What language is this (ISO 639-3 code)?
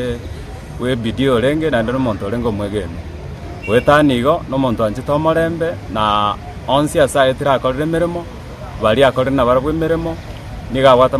guz